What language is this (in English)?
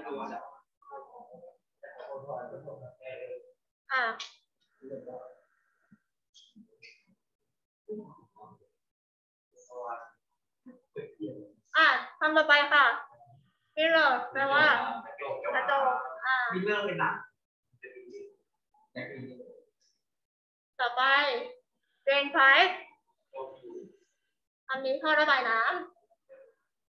Thai